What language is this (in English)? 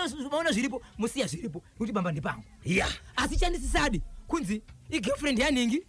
Shona